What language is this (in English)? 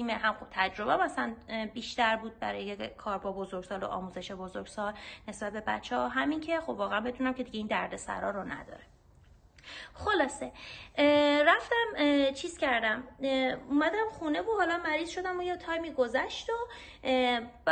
Persian